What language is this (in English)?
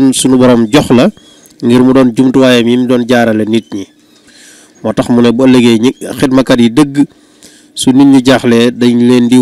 Wolof